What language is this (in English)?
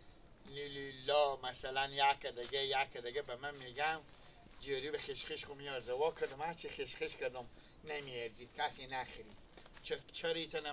Hazaragi